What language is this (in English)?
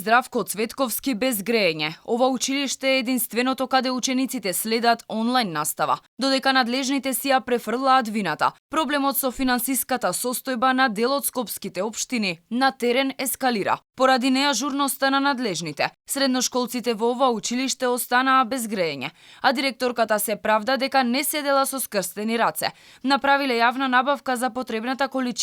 Macedonian